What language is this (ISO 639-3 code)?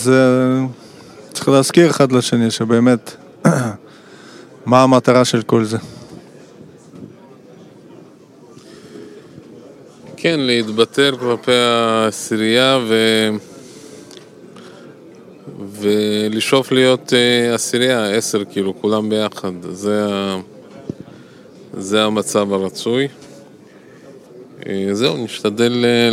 heb